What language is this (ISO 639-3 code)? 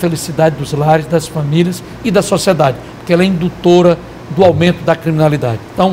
por